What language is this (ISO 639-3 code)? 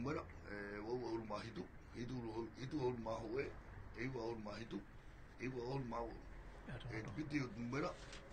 tah